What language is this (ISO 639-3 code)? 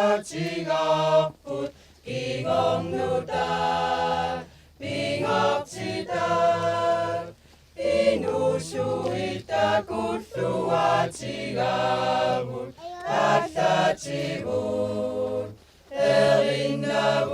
kal